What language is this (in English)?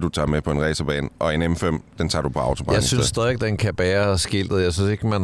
Danish